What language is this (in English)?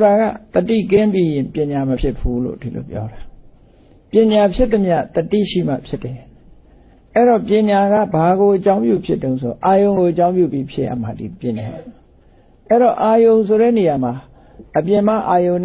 Burmese